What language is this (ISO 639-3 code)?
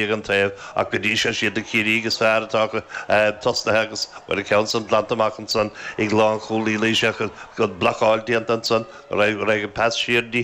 gle